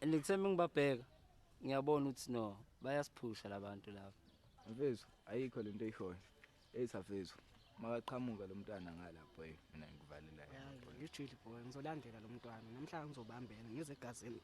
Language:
Zulu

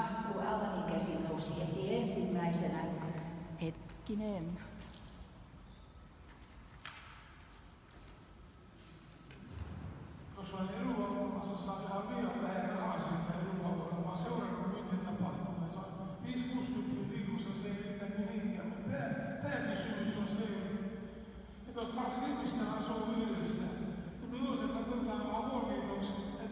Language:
Finnish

